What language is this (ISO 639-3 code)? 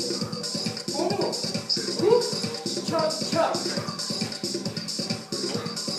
fra